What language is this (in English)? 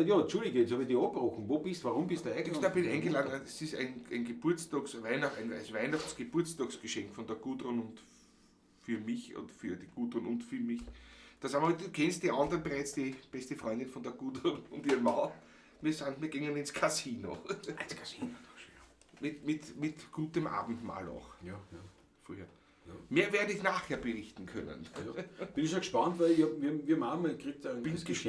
Bavarian